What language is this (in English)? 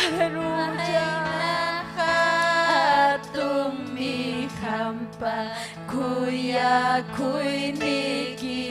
Ayacucho Quechua